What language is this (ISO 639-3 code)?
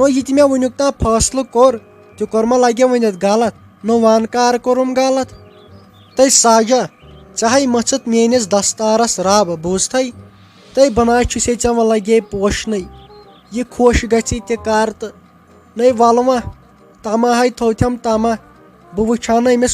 kas